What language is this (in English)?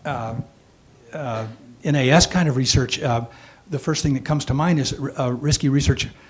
English